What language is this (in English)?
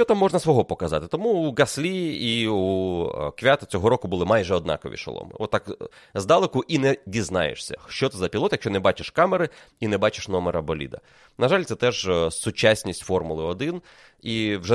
Ukrainian